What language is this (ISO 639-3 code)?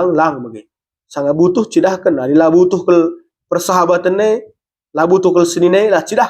btx